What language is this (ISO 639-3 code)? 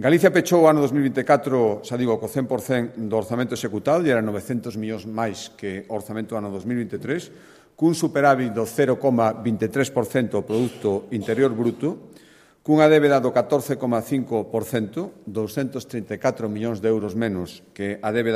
glg